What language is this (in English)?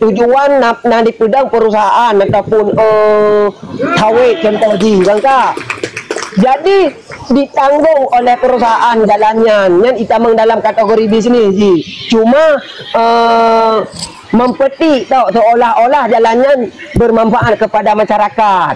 Achinese